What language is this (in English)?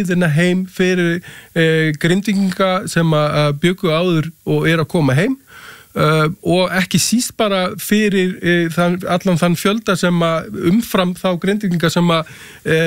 Icelandic